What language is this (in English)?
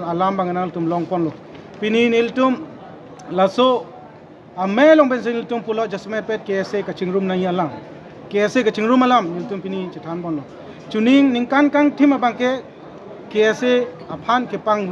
Karbi